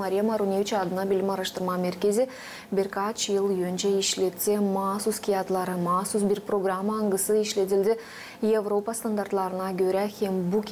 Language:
Gagauz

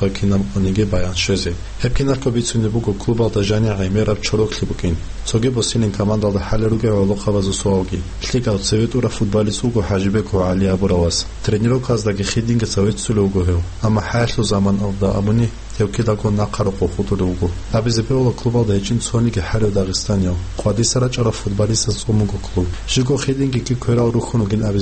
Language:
Avaric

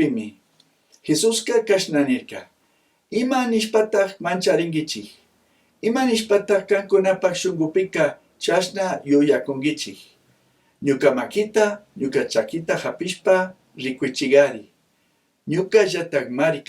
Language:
Chimborazo Highland Quichua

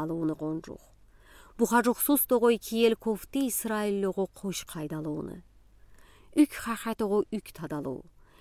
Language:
Udi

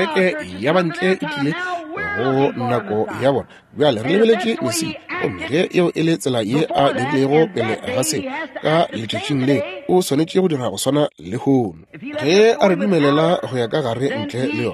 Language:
Northern Sotho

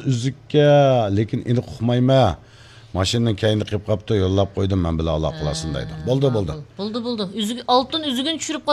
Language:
Uyghur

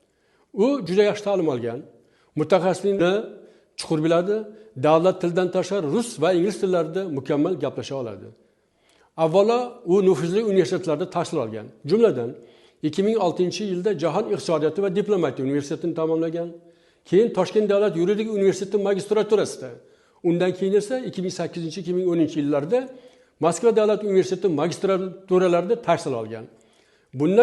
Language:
Uzbek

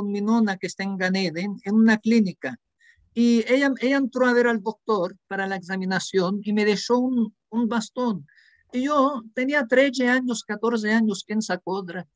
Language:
Ladino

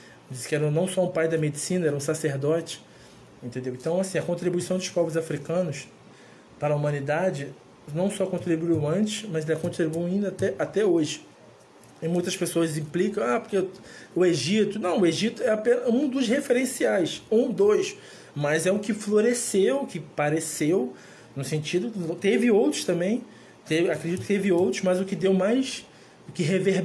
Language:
Portuguese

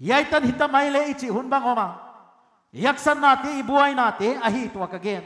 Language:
Paite Chin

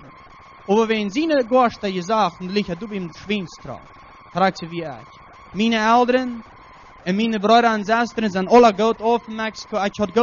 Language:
Plautdietsch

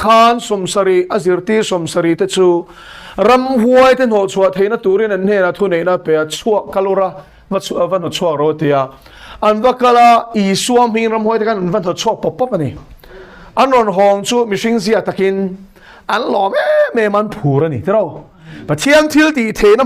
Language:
Mizo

